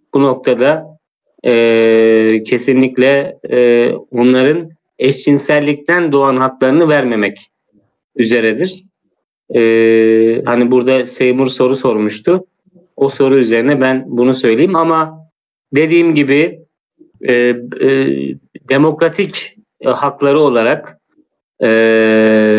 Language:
Turkish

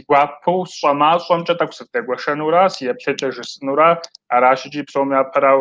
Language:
Kabardian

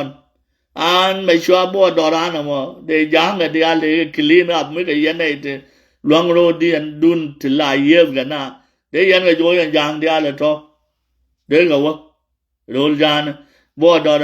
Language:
Nuer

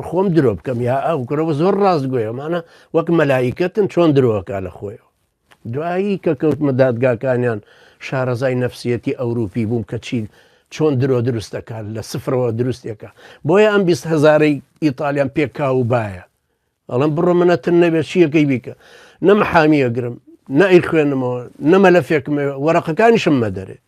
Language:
Central Kurdish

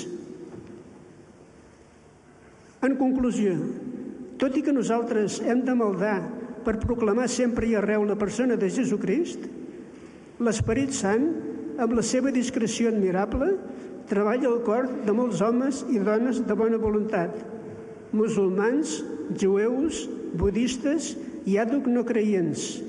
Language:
Catalan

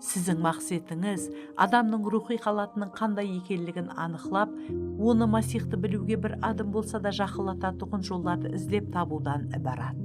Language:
Kara-Kalpak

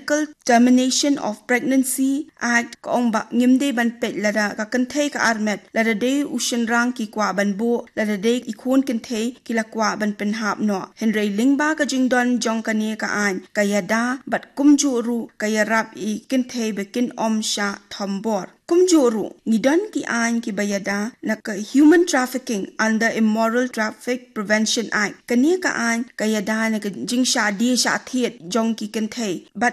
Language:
Khasi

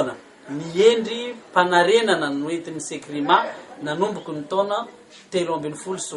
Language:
Malagasy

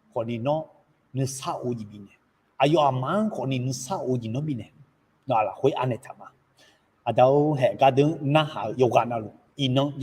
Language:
Akha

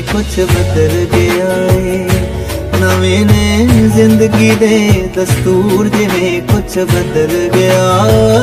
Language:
Punjabi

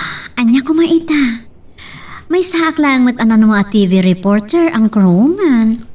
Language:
Iloko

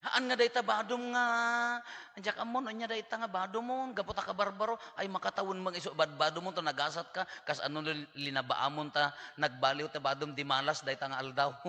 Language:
Iloko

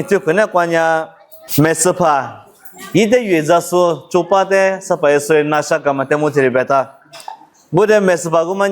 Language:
Lisu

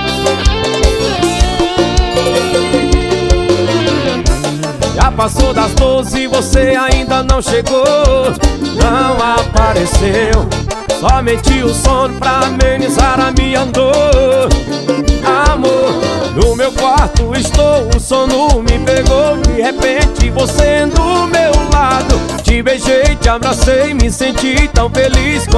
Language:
Portuguese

